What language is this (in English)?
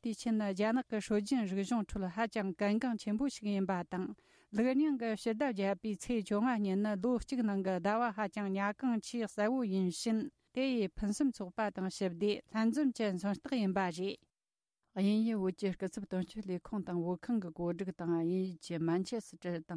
Tibetan